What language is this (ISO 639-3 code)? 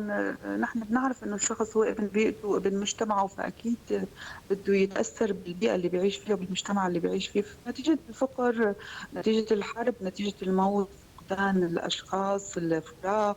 apc